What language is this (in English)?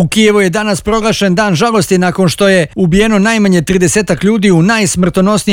Bosnian